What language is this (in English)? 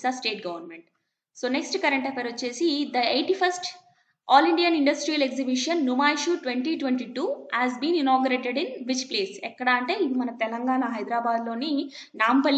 Telugu